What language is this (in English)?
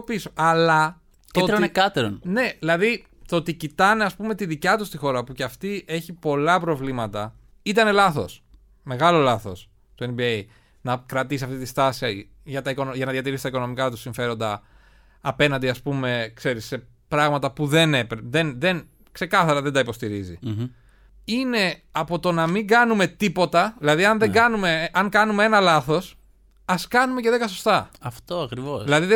Greek